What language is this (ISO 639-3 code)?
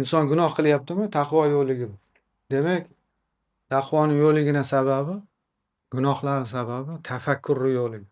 uzb